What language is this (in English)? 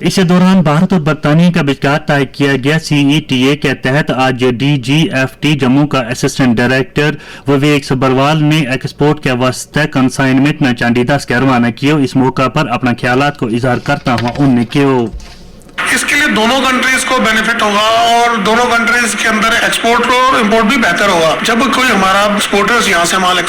Gujari